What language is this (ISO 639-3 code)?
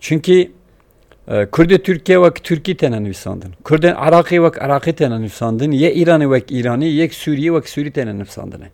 kur